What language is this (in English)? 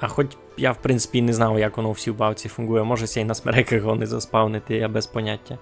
Rusyn